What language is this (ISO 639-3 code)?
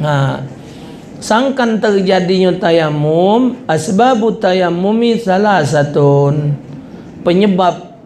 mui